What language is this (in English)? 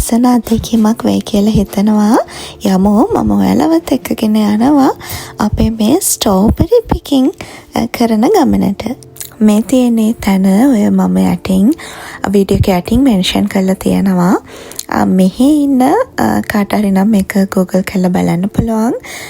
Sinhala